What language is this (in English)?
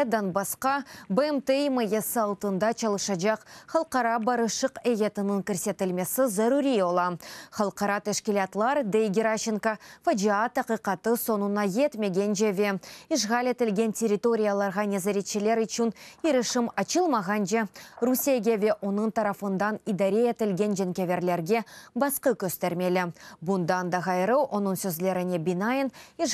Crimean Tatar